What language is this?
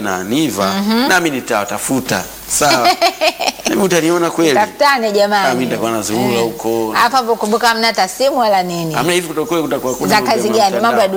Swahili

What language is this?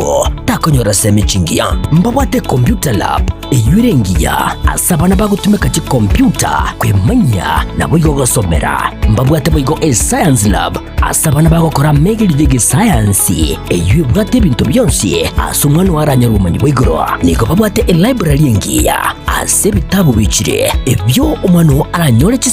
Gusii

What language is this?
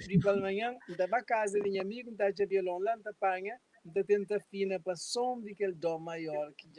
Kabuverdianu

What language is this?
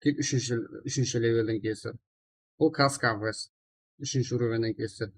Kara-Kalpak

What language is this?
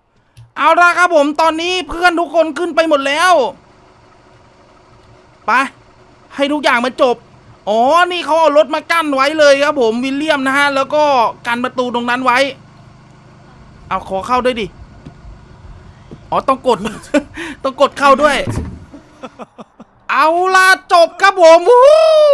Thai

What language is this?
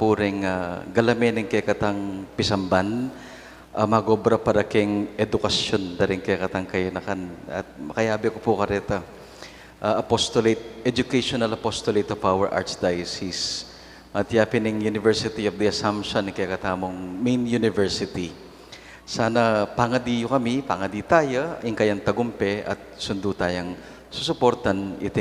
Pampanga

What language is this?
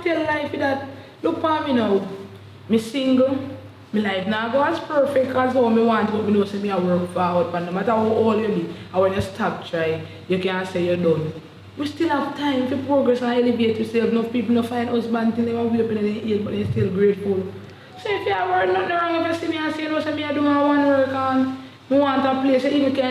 Jamaican Creole English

